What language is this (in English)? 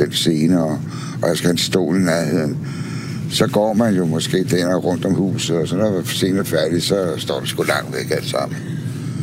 Danish